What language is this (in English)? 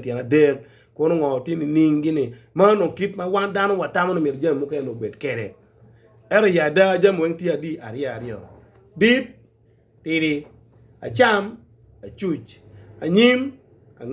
Acoli